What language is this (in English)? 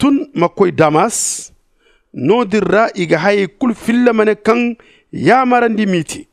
Zarma